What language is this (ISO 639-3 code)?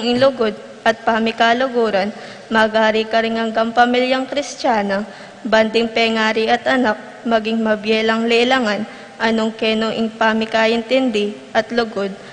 pam